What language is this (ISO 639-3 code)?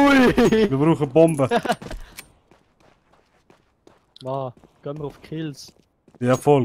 gsw